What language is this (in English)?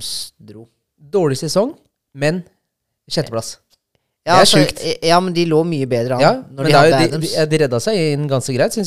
Norwegian